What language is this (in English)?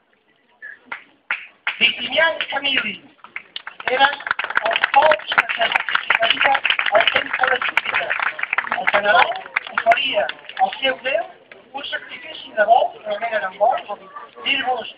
Catalan